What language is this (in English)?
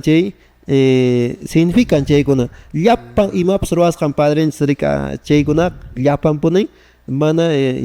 Quechua